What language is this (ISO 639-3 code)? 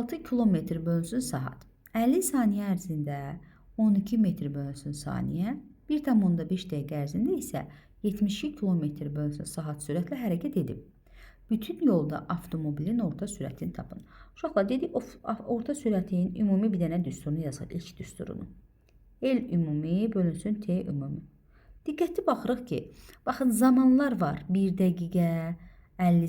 aze